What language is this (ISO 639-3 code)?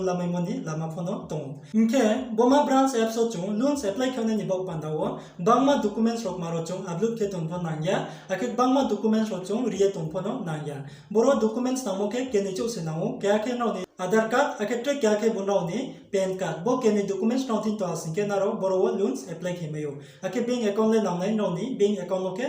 ria